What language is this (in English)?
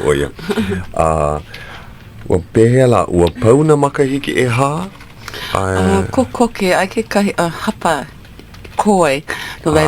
Hawaiian